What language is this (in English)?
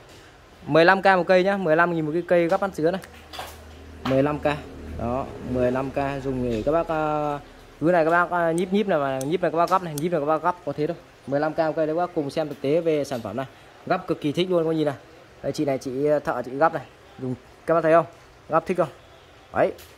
Vietnamese